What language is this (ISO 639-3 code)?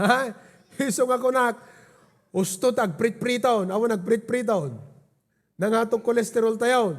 ilo